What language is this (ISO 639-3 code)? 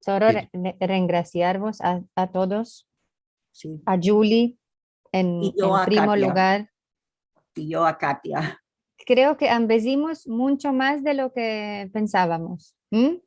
lad